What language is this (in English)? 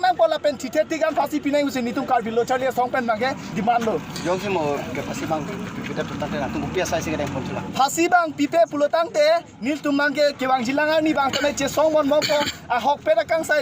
Karbi